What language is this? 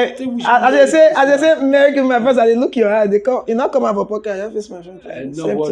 Nigerian Pidgin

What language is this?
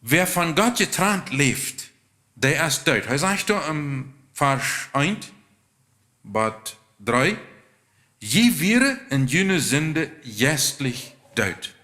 Plautdietsch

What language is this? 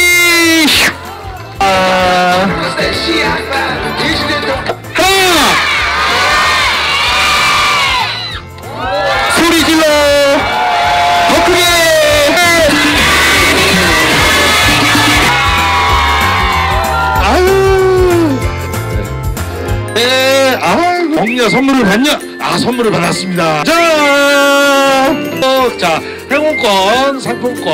Korean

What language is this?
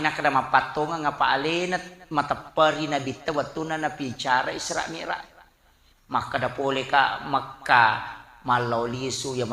Buginese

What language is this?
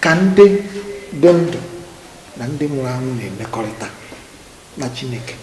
Igbo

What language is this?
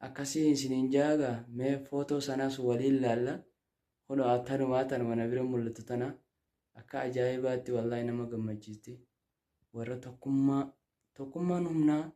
Oromo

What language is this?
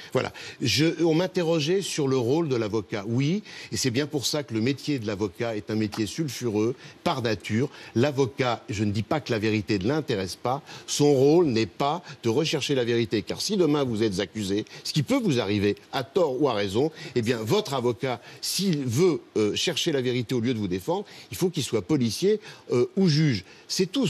French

